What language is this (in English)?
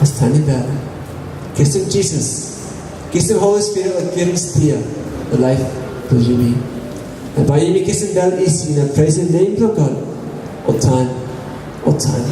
Tok Pisin